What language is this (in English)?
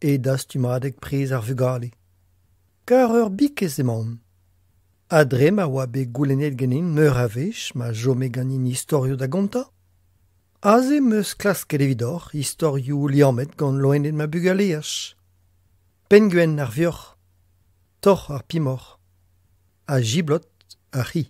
Breton